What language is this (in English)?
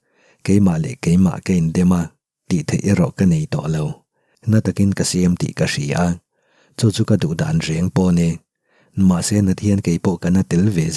Mizo